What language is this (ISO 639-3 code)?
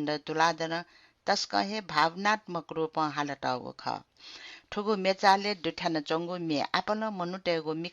new